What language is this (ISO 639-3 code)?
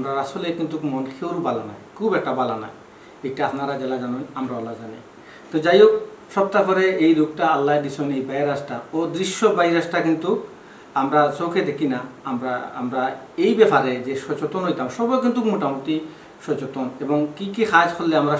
syl